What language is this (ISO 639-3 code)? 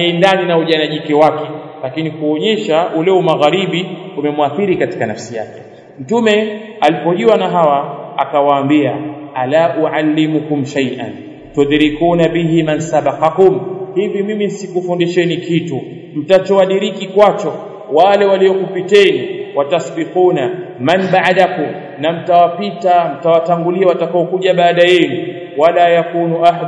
swa